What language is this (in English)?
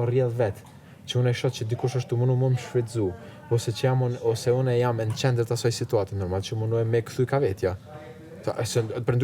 Albanian